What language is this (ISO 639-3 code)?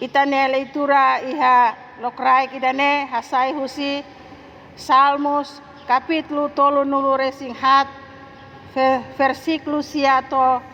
tet